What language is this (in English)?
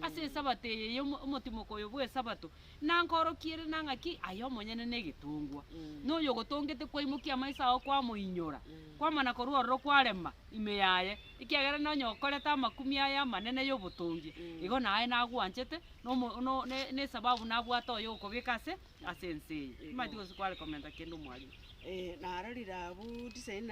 Gusii